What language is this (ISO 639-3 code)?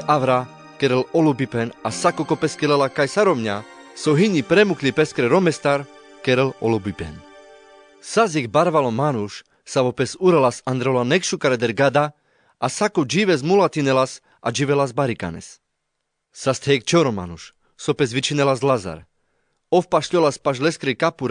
rmc